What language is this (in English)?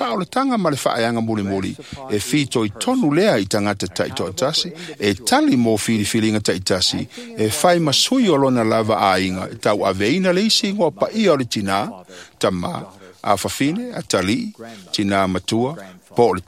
Samoan